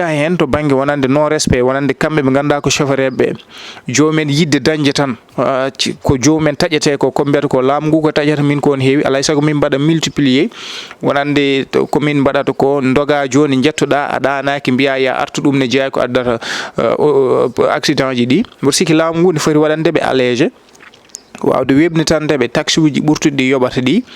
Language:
Fula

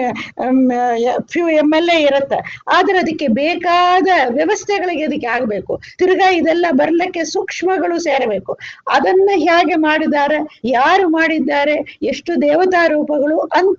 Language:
Kannada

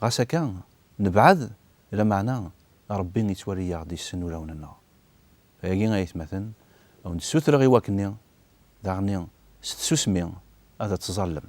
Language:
Kabyle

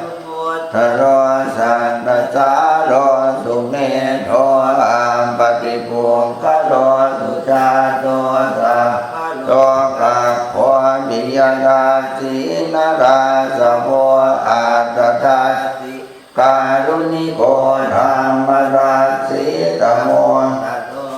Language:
Pali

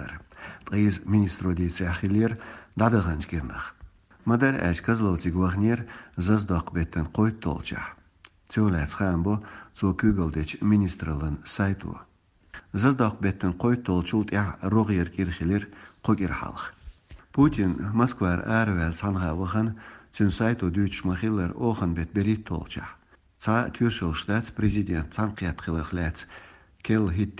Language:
Chechen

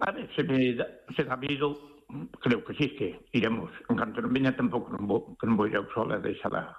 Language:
Galician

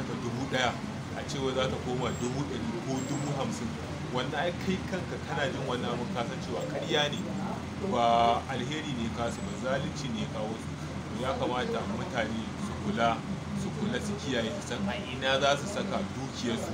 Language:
Hausa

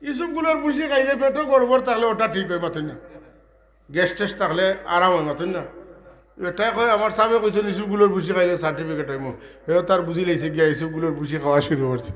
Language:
Sylheti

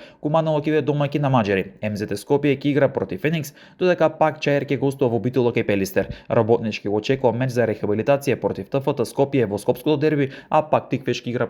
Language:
Macedonian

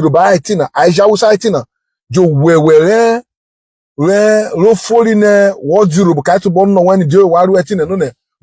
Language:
Urhobo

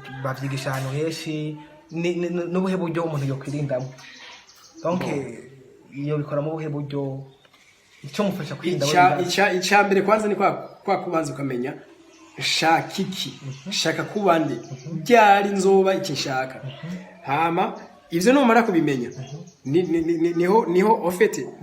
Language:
Rundi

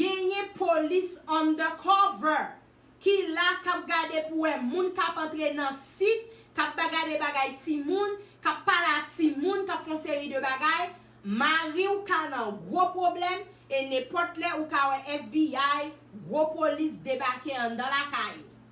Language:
Haitian Creole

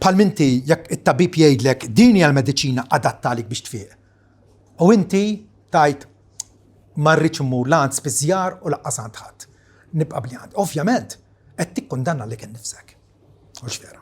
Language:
Maltese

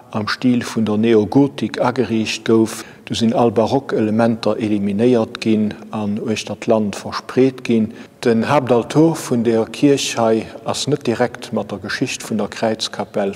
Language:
Luxembourgish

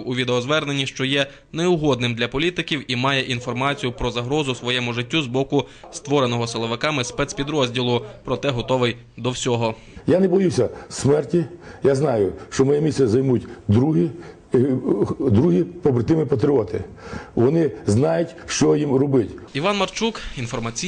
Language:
Ukrainian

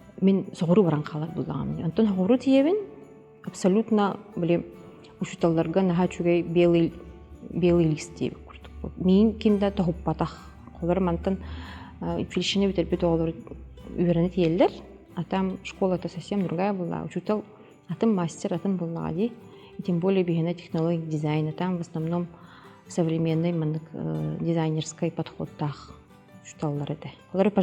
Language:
Yakut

